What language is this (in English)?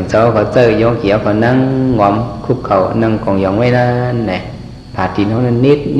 Shan